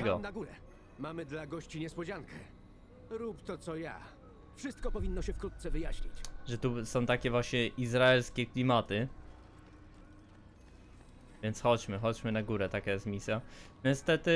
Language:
Polish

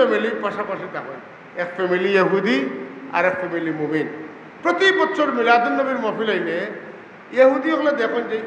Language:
Sylheti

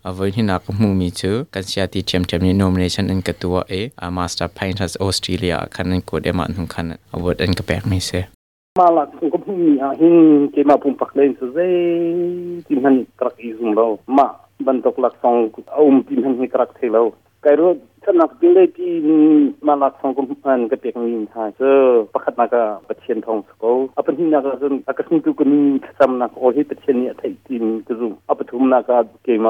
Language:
Hakha Chin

